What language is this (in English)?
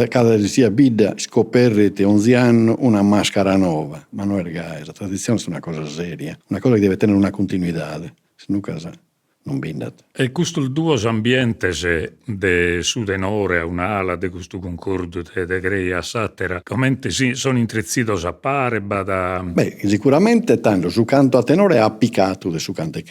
Sardinian